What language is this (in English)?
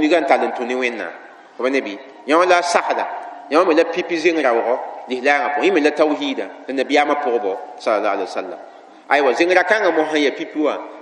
Mossi